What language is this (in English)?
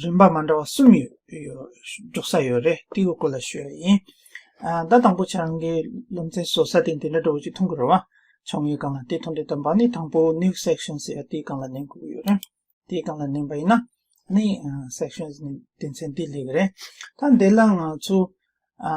Tibetan